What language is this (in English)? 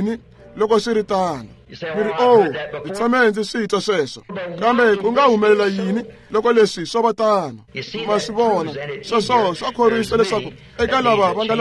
Tsonga